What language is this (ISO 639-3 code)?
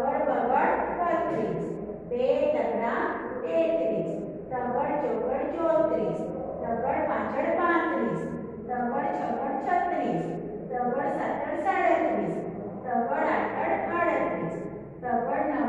guj